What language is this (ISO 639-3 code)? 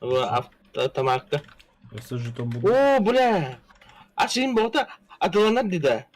sah